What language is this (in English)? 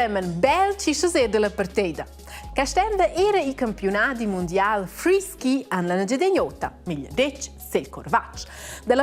Romansh